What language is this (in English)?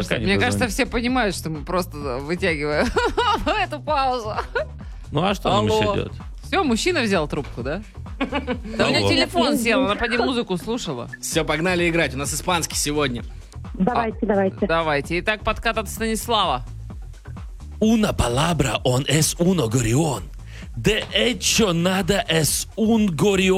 Russian